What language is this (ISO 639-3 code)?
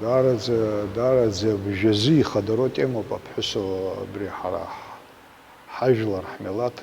abk